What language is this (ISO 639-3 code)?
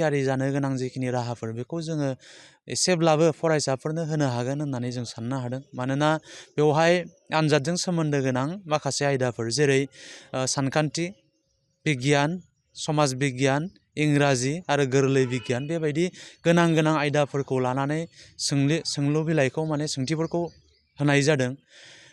brx